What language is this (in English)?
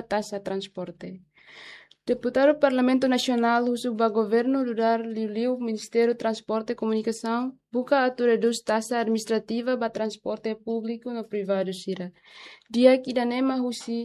Tetum